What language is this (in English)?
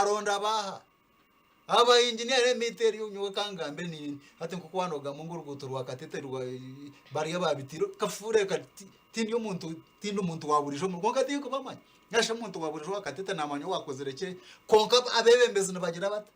Nyankole